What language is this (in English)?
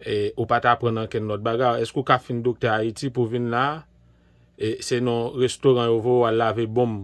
Haitian Creole